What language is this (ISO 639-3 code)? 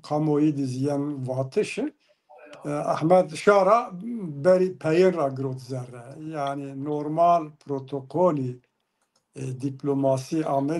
zza